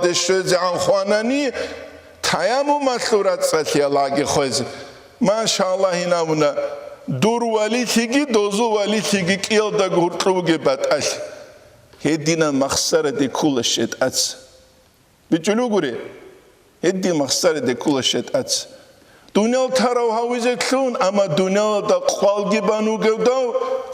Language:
Avaric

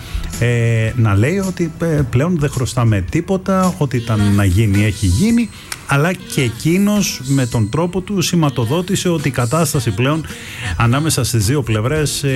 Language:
Greek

